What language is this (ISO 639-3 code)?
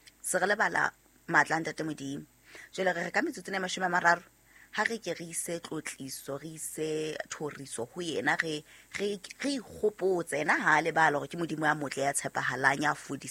sot